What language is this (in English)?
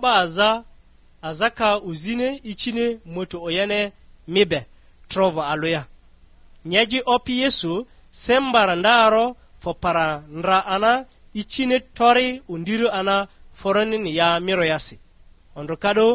Lugbara